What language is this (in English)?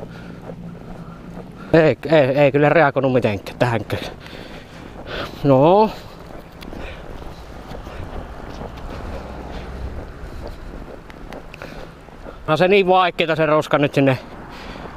Finnish